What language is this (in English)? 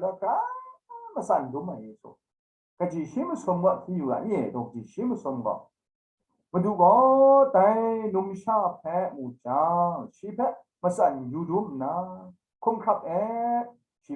Kachin